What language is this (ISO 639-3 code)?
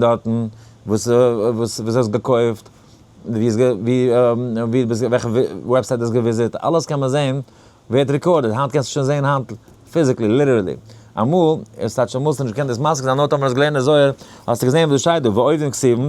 yid